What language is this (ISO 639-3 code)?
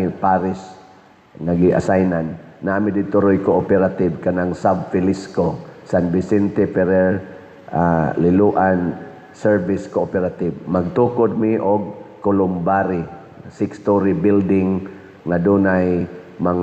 ceb